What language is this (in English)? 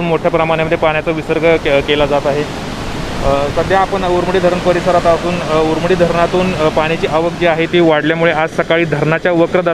Marathi